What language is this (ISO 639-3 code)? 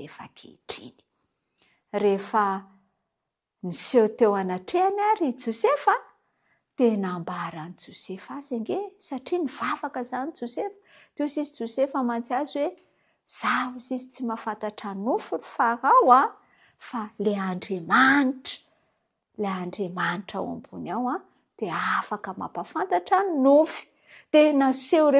mlg